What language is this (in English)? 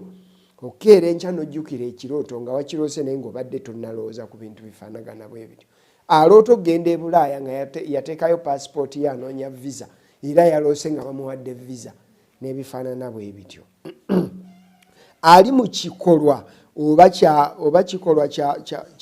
Ganda